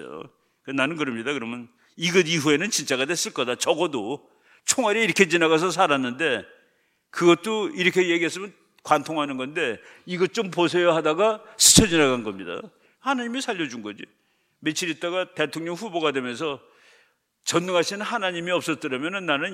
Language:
Korean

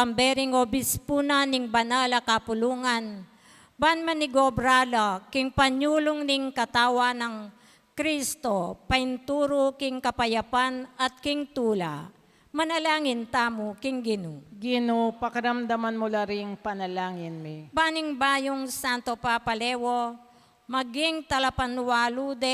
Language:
Pampanga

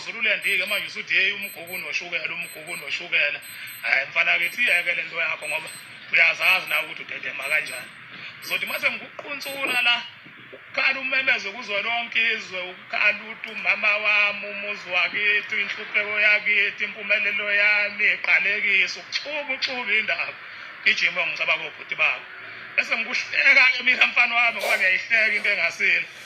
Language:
Zulu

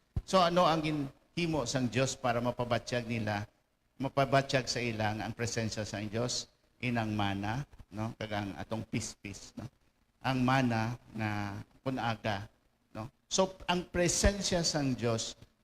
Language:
Hiligaynon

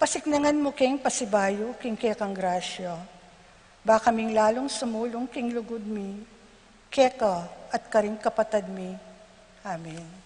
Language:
Pampanga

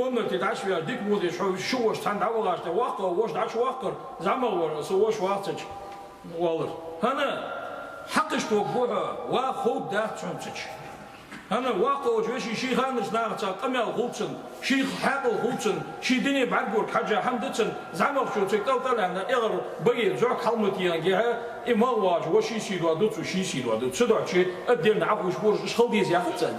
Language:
Ingush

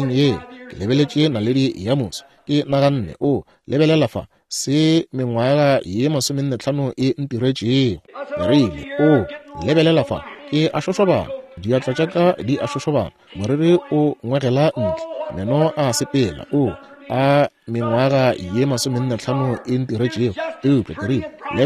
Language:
Northern Sotho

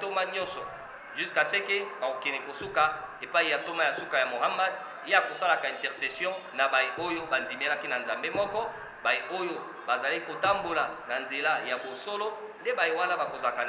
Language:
Lingala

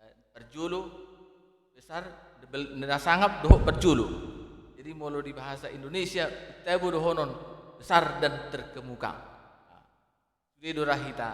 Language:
Batak Toba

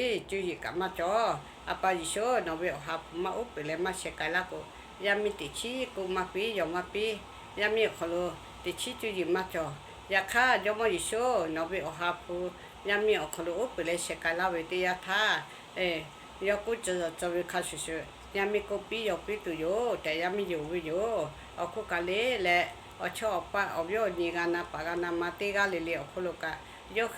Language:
Lahu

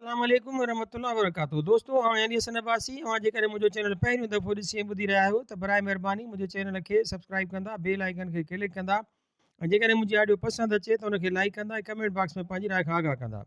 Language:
Sindhi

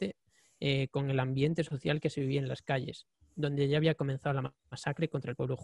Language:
Spanish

